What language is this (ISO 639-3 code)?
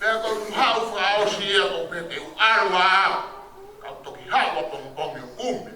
ton